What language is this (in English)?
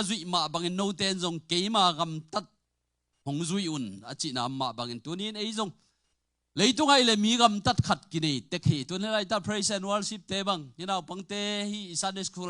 Tedim Chin